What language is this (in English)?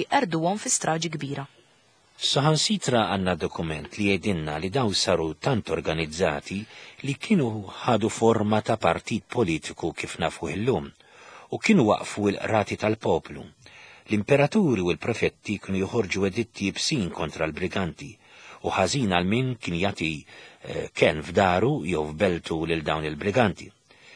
Maltese